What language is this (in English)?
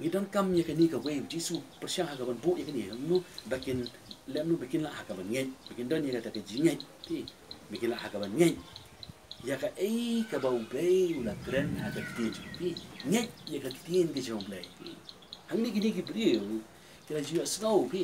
Khasi